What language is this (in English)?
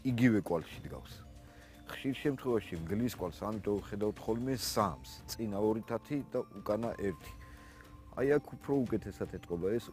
Georgian